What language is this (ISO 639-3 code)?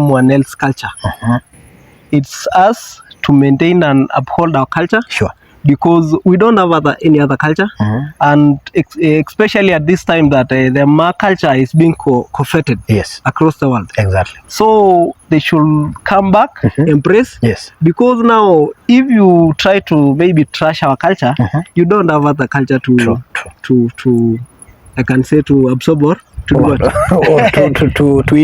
mas